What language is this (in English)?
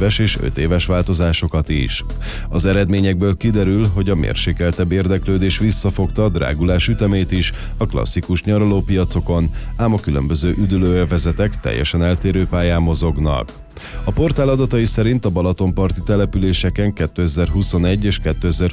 Hungarian